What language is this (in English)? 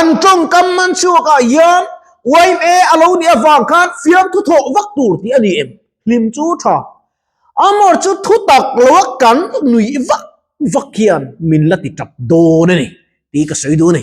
Mizo